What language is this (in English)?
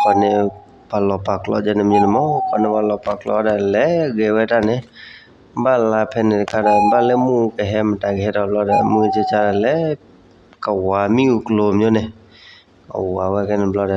S'gaw Karen